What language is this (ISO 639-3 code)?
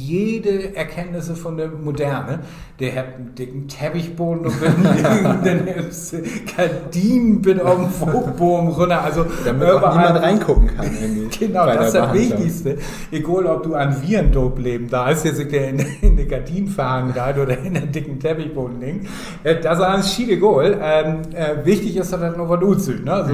nds